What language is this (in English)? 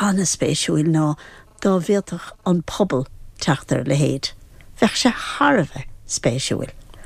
Irish